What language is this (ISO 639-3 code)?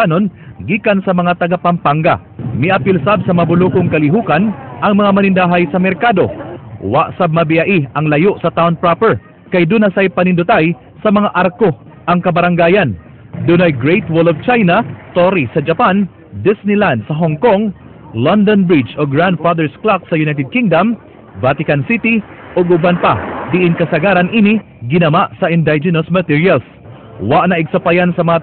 ceb